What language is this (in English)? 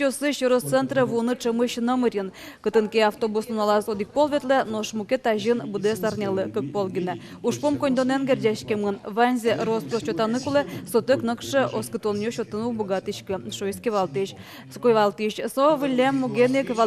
Udmurt